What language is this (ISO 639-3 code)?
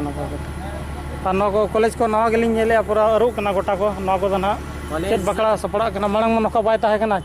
sat